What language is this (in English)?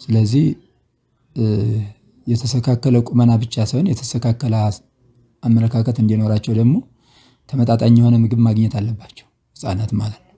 Amharic